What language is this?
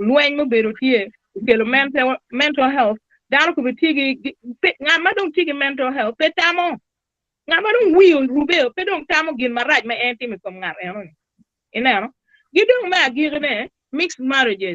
Acoli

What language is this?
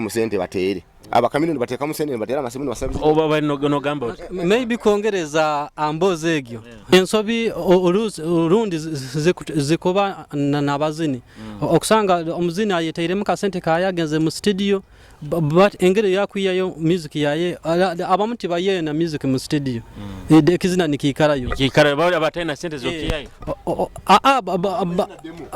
Nyoro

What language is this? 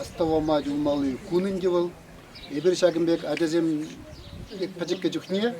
Chuvash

